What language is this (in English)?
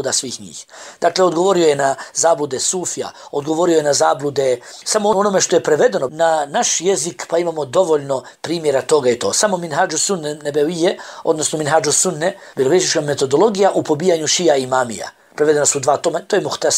Bosnian